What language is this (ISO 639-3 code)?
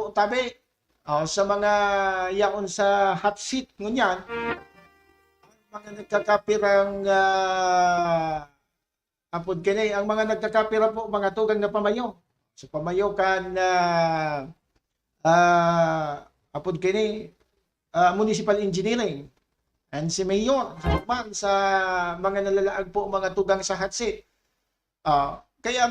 bik